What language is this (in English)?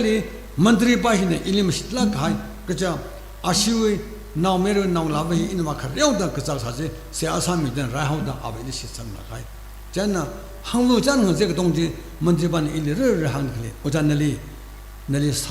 Tangkhul Naga (India)